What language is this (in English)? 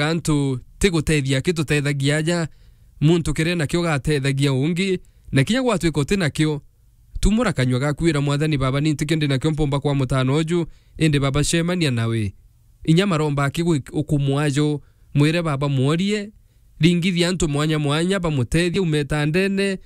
Meru